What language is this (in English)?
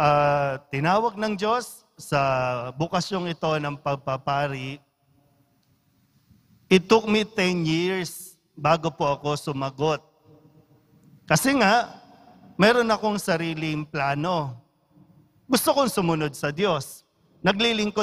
Filipino